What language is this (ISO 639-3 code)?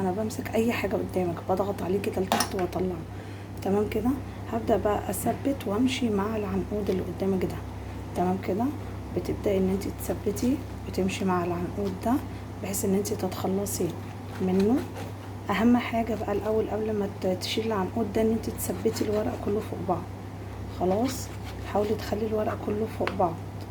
arz